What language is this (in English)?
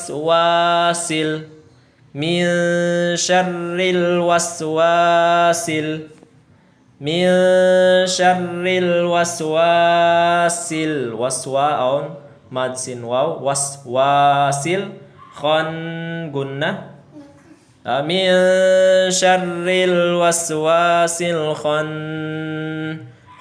Tausug